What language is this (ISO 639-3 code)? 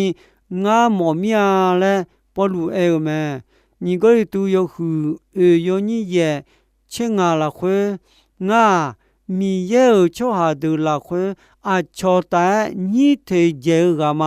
ahk